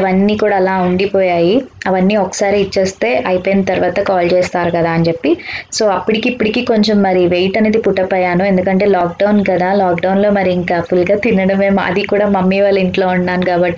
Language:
Telugu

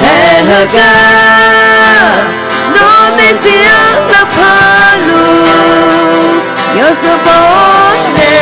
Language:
Akha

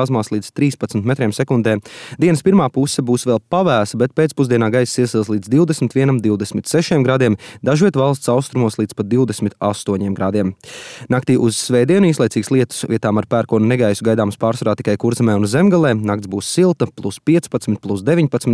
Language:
Latvian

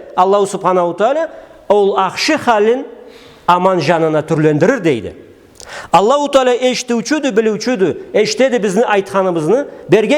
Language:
Karachay-Balkar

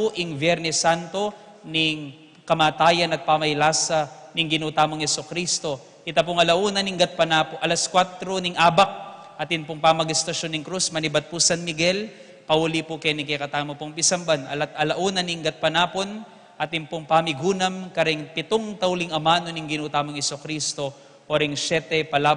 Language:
Pampanga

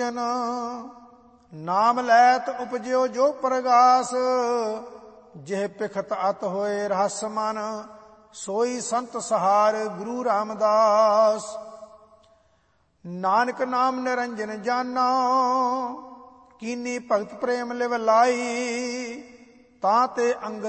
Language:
Punjabi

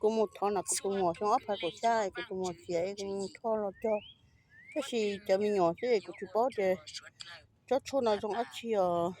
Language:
Hmong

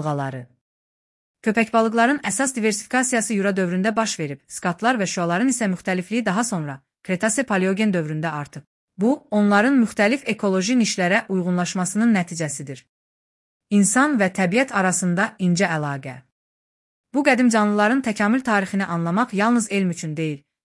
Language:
Azerbaijani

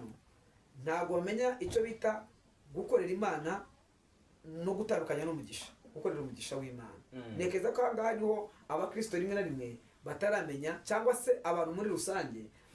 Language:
Kinyarwanda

